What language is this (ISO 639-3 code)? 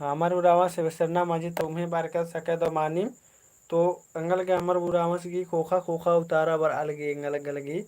kru